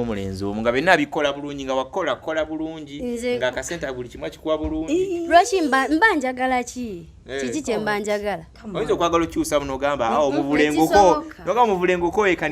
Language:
Ganda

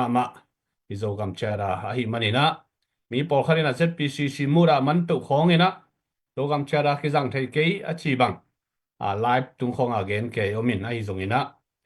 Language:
Tedim Chin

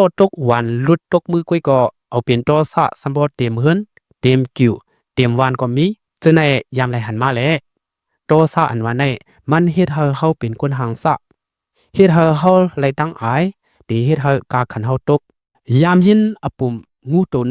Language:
Shan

